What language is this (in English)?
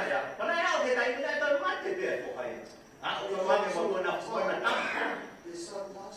Tongan